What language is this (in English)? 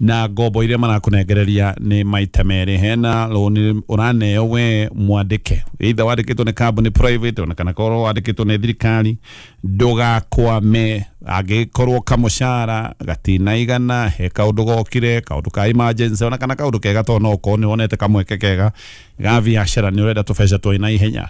Kikuyu